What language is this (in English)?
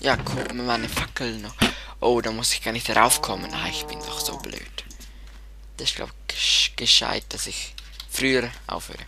Swiss German